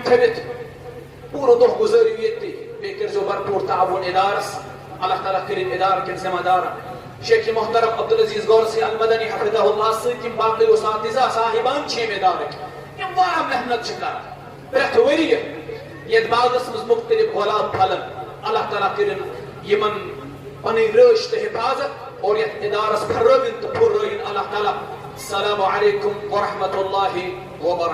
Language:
Kashmiri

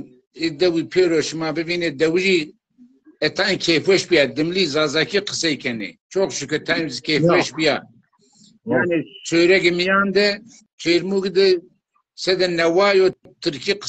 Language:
Zaza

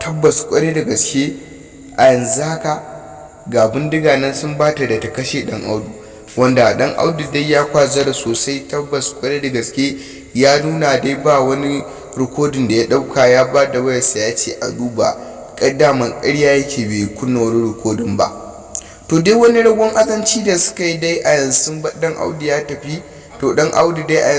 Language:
Hausa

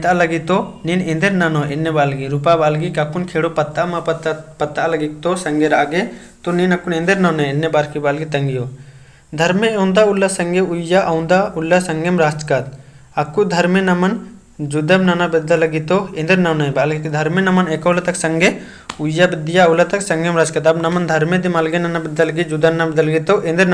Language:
Kurukh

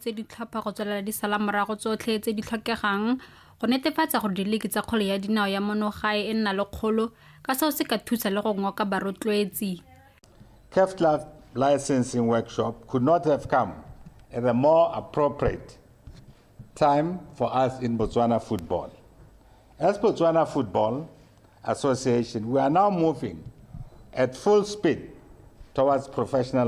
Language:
Tswana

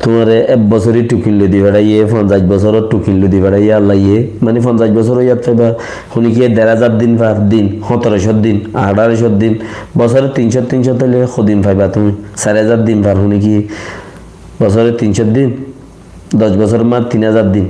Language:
Rohingya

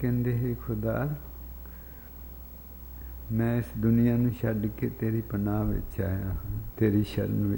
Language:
Punjabi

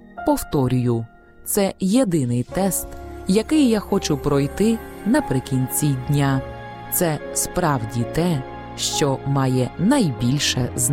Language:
Ukrainian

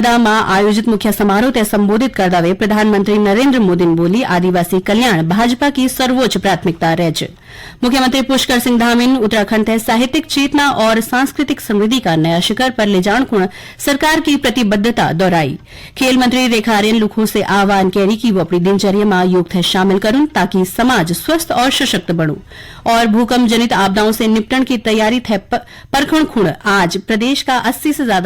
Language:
Garhwali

